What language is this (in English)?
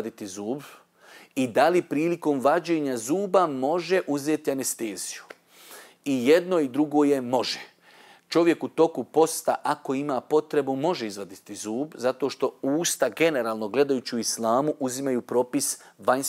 Bosnian